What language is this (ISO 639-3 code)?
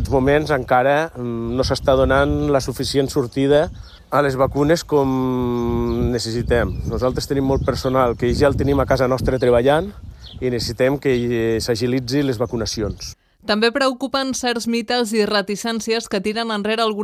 cat